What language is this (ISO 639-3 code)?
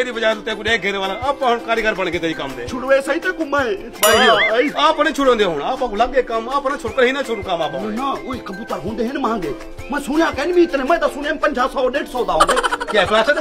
skr